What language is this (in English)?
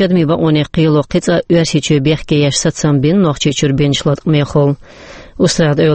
Chechen